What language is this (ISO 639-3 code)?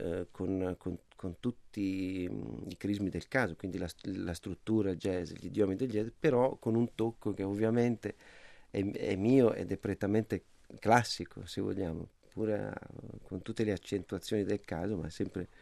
ita